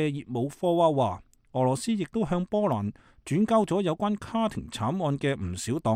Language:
Cantonese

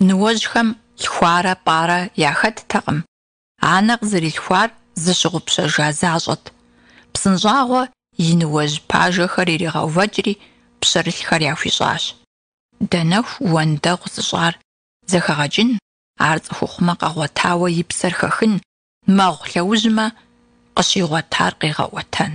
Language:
Kabardian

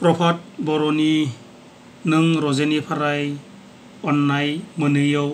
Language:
Bodo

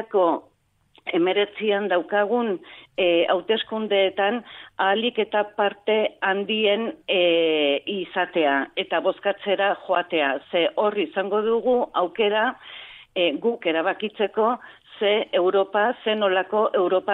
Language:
Basque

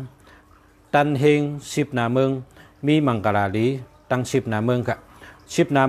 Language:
Shan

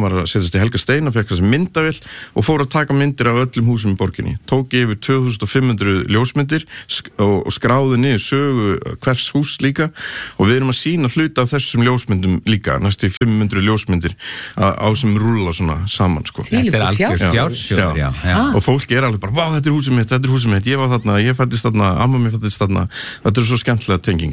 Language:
Icelandic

